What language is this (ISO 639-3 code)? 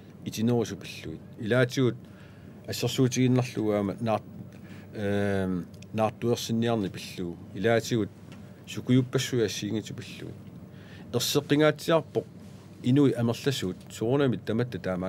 kal